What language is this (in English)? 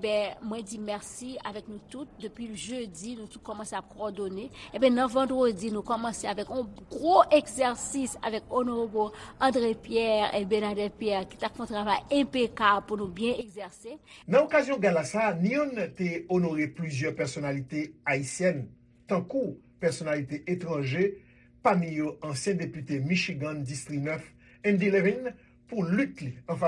Haitian Creole